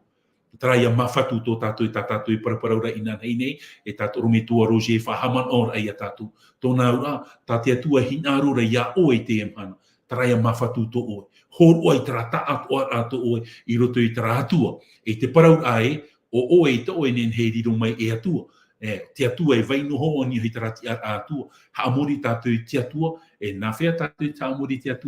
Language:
Tahitian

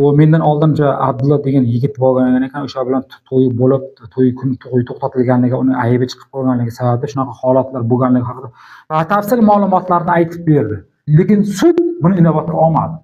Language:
Uzbek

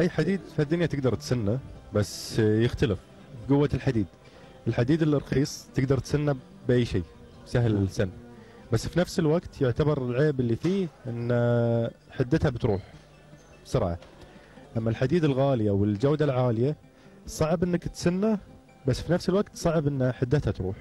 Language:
Gulf Arabic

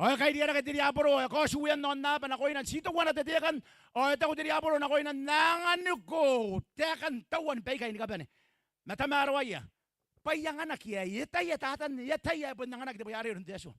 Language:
Gilbertese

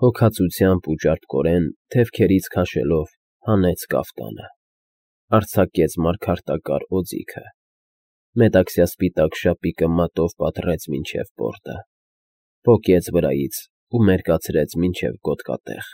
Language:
Armenian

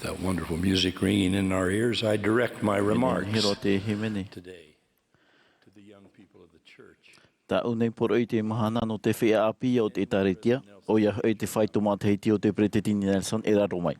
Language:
Tahitian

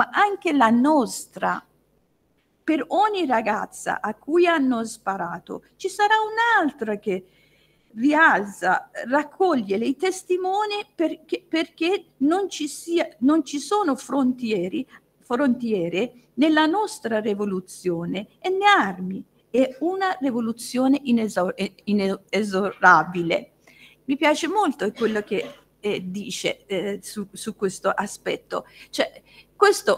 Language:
Italian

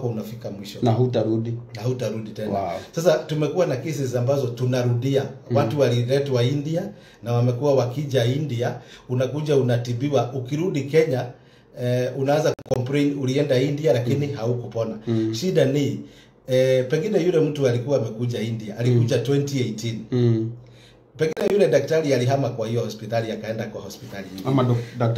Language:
Swahili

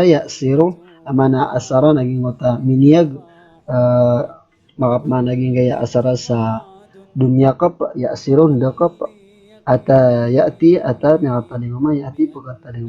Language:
Maranao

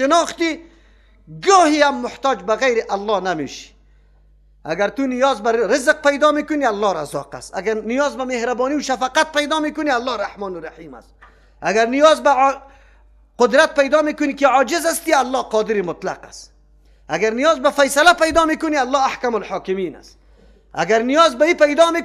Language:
Persian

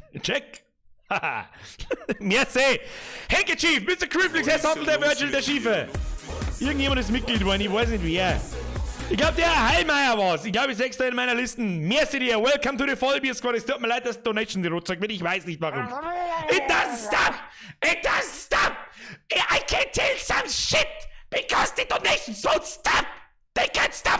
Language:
Bavarian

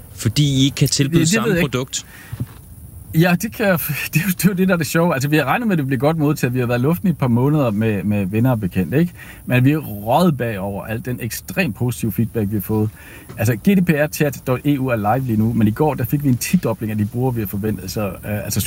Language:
Danish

